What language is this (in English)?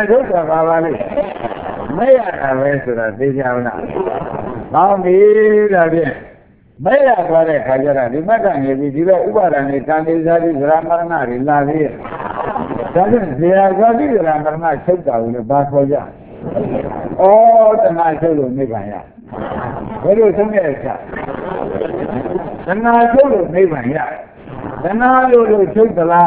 Burmese